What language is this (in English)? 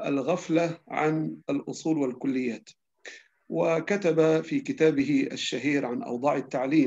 Arabic